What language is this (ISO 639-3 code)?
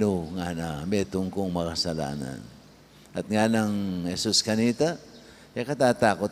pam